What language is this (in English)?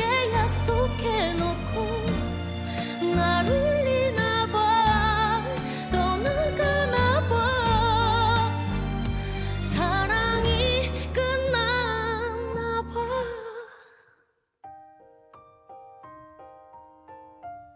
Korean